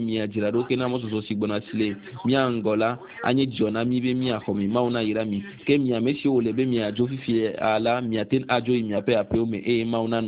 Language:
Ewe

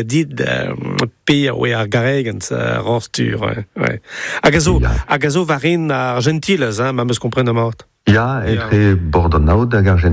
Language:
Breton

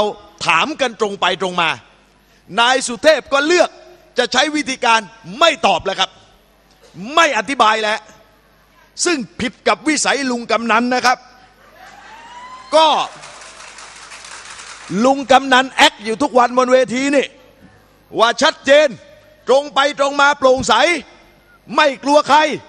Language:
Thai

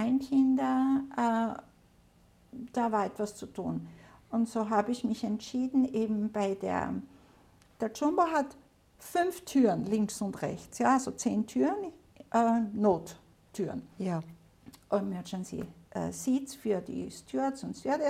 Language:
German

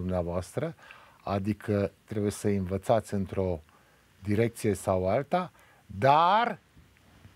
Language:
Romanian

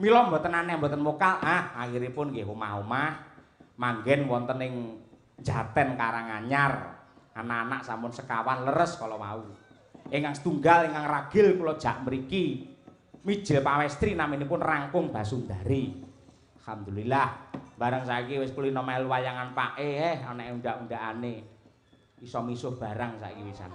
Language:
Javanese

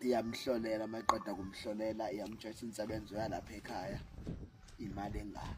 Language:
Zulu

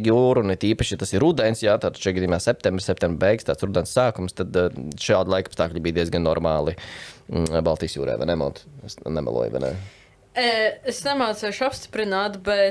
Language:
Latvian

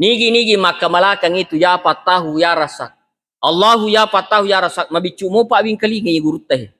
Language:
Buginese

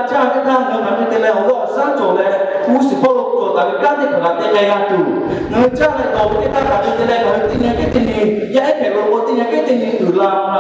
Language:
Lahu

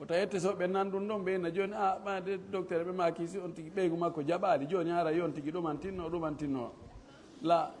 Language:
Fula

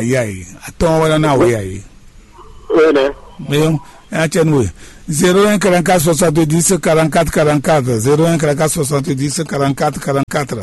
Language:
Fon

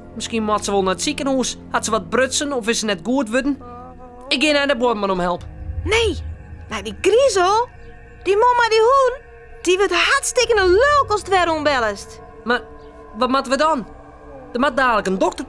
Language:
Western Frisian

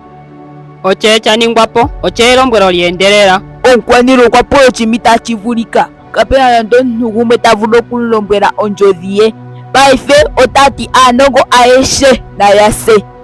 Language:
Ndonga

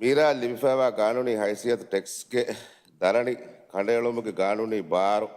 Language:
Divehi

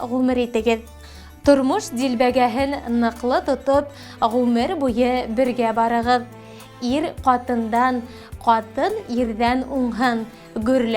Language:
Bashkir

